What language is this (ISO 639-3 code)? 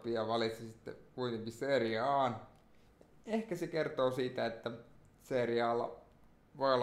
fin